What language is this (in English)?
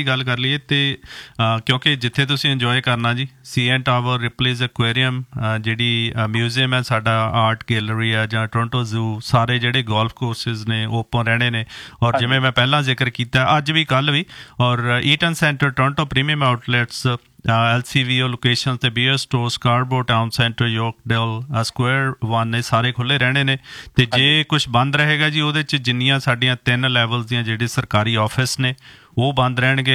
Punjabi